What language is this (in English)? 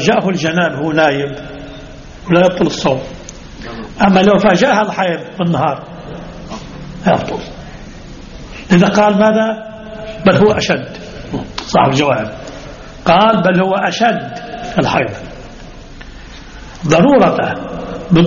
Arabic